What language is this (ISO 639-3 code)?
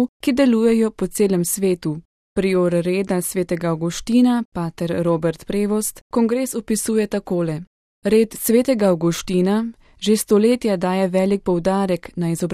slv